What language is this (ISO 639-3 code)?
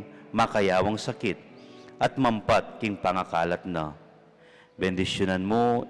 pam